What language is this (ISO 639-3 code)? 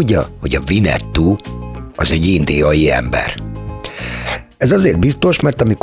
hun